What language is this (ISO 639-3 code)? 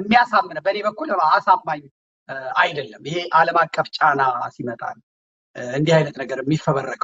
amh